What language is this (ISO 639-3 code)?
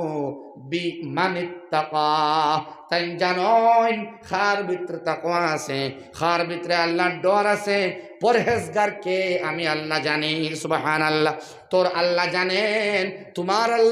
syl